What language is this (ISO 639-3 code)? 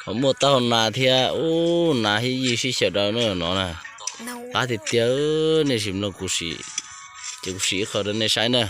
hmn